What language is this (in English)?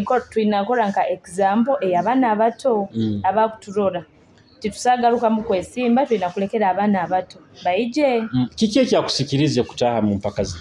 Nyoro